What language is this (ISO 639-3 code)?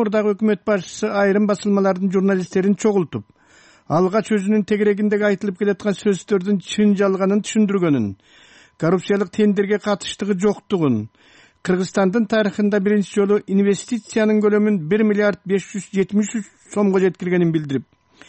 kir